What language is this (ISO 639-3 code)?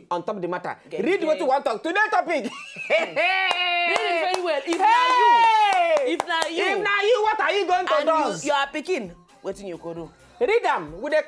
pcm